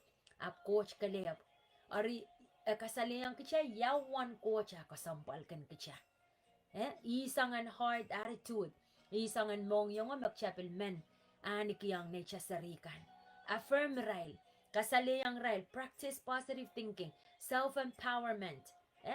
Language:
Pohnpeian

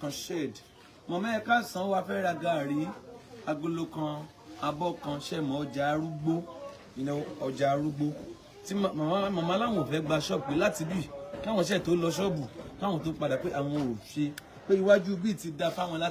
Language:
Yoruba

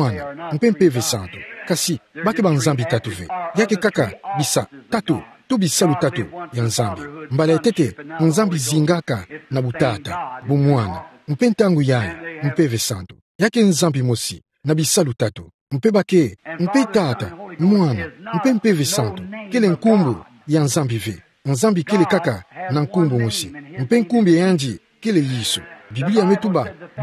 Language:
Kituba (Democratic Republic of Congo)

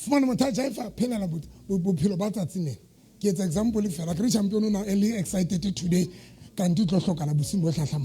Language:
Southern Sotho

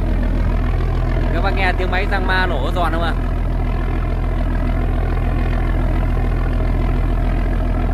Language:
Vietnamese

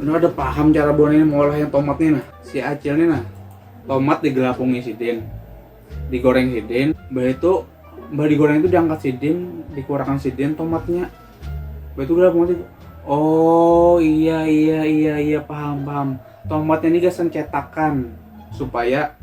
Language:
Banjar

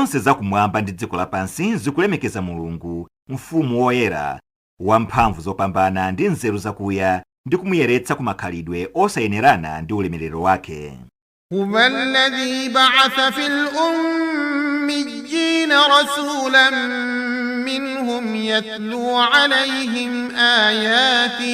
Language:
Nyanja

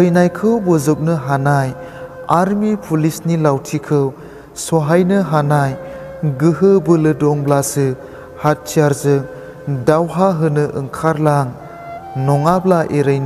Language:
Bodo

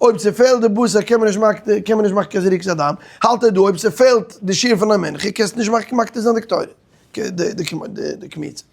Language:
Yiddish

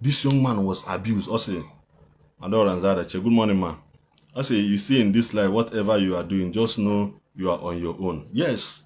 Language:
Igbo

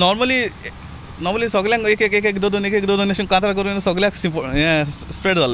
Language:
Konkani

